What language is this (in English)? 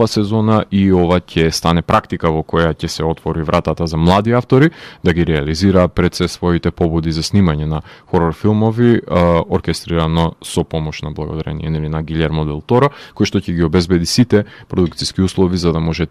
Macedonian